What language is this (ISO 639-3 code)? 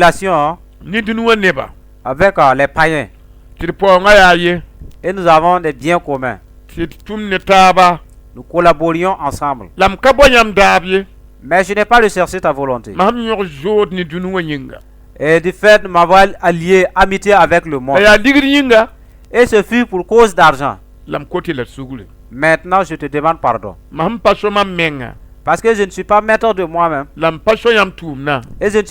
mos